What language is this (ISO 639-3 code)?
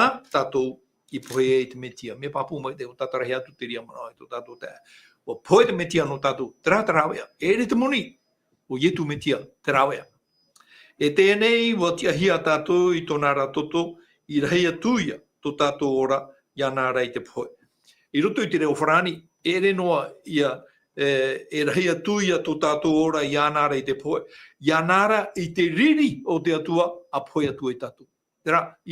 tah